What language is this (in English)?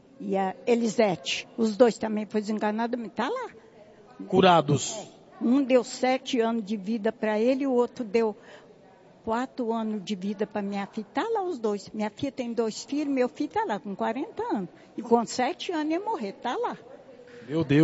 Portuguese